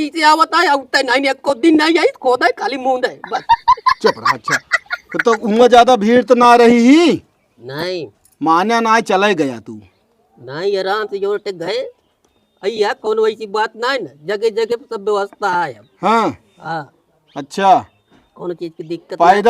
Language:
Awadhi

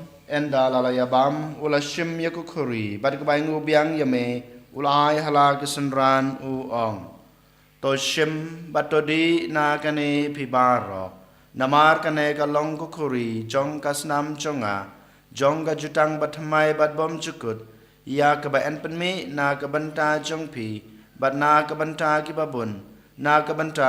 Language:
Khasi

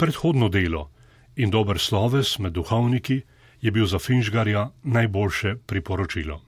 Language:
Slovenian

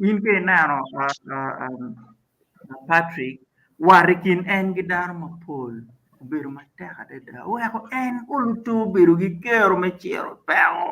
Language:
Acoli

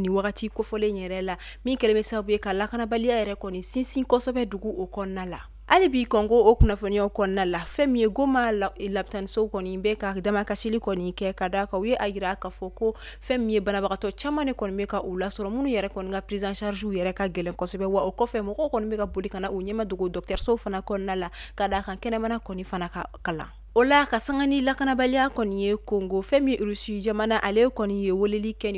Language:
Bambara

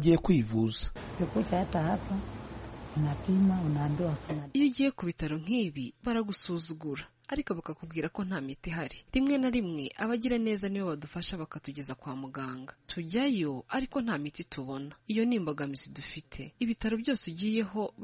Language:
Kinyarwanda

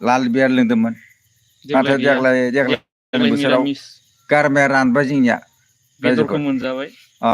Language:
Bodo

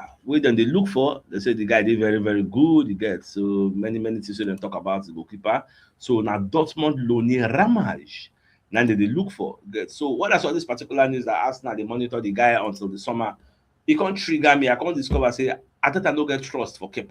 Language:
Nigerian Pidgin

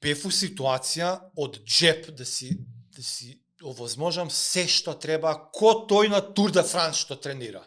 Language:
Macedonian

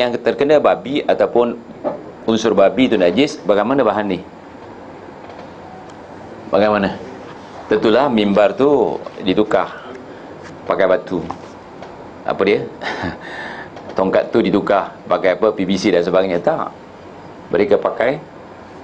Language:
Malay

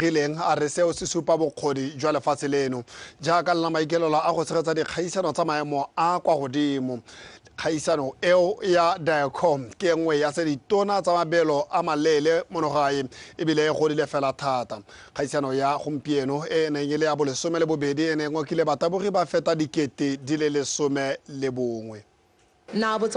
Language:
Tswana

